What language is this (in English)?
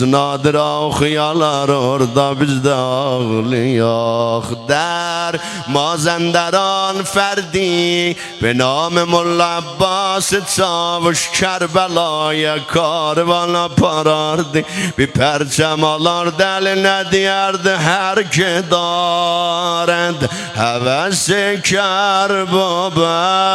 South Azerbaijani